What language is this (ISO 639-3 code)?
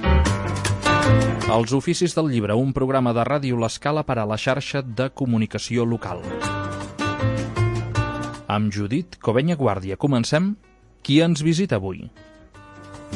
cat